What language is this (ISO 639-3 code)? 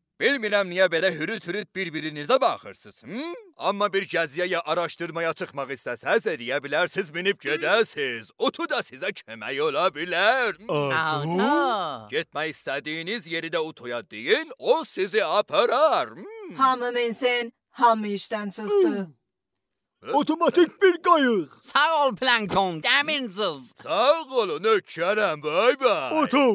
azb